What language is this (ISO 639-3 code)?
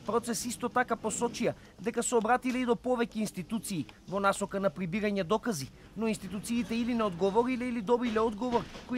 mkd